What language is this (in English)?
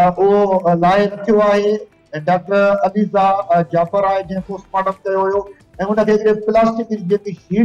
Sindhi